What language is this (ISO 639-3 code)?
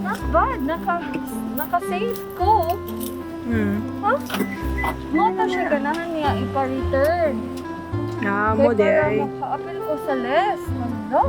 ceb